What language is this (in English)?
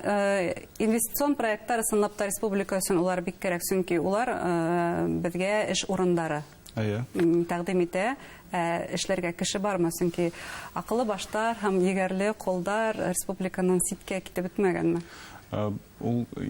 Bashkir